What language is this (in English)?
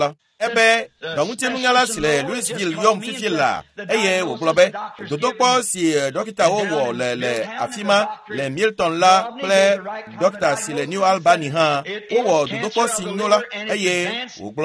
Ewe